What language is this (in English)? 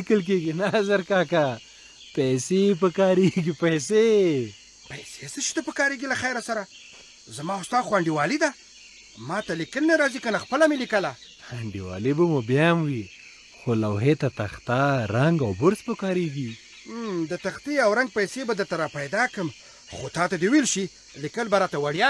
Pashto